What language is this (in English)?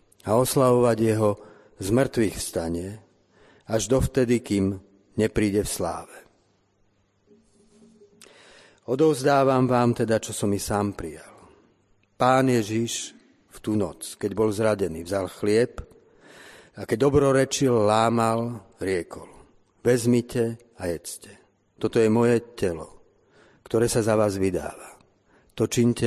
Slovak